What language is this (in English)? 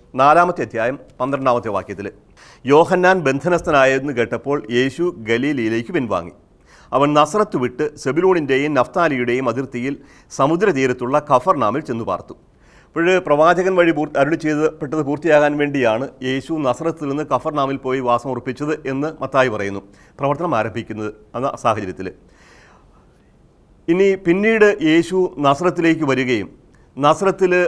Malayalam